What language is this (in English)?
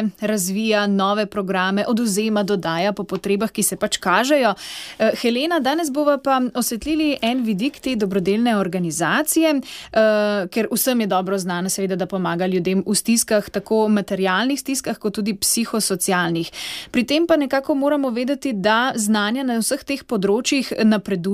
Slovenian